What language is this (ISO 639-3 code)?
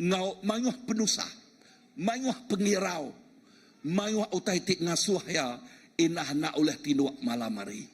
iba